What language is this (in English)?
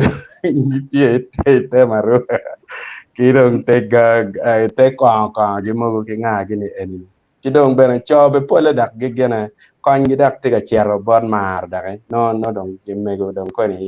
Acoli